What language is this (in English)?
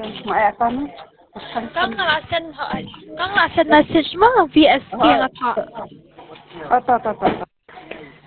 Khasi